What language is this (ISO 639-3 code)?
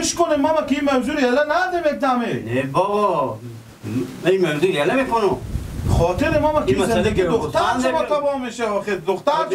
fas